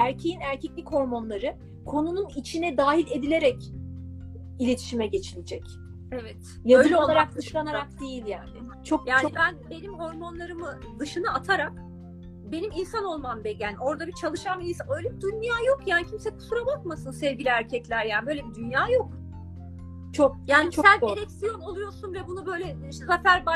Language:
Turkish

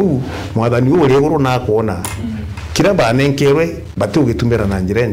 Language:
Meru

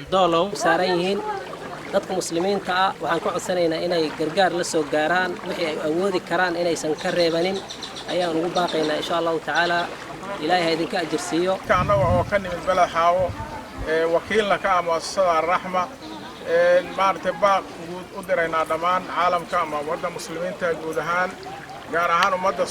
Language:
Somali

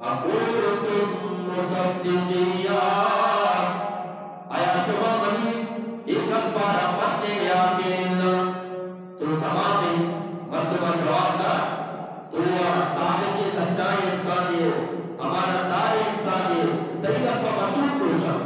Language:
Eastern Balochi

